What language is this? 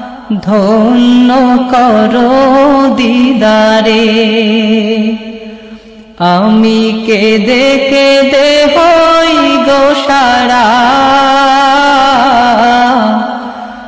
Bangla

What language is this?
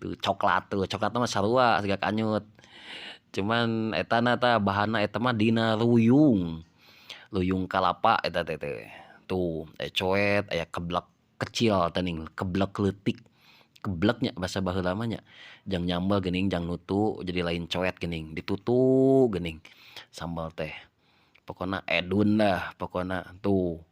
Sundanese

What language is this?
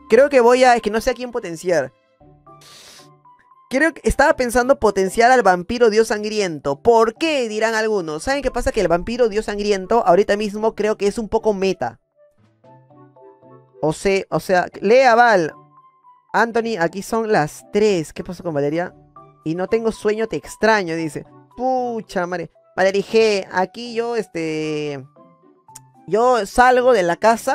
Spanish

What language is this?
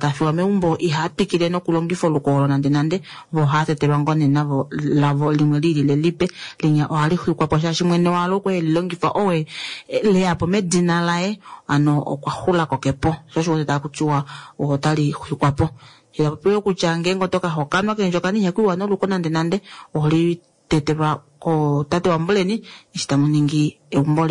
Kuanyama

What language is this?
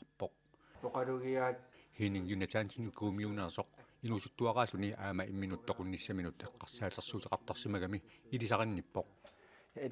Kalaallisut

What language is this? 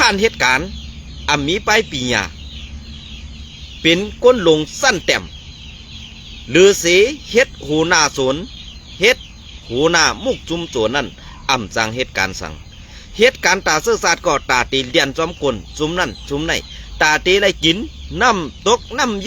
Shan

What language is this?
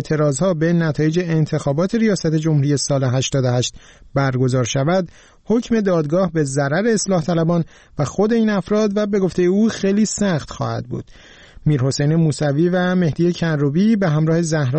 Persian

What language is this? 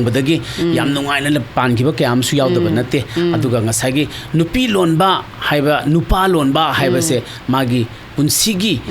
Manipuri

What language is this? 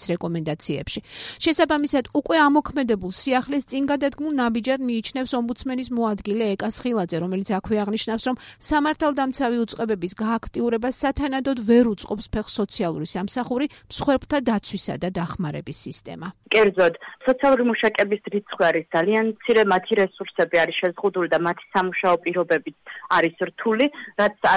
Georgian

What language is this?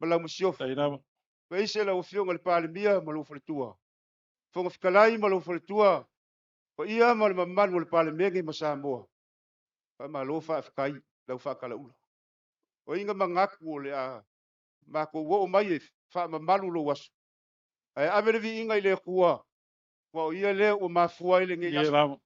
Samoan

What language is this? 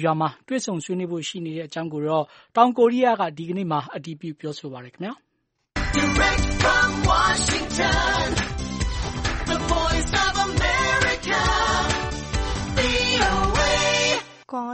Burmese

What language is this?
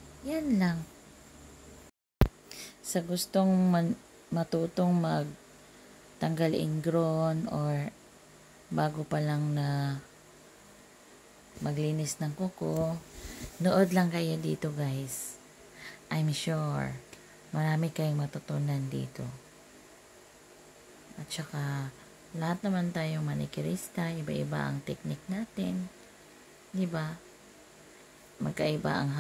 Filipino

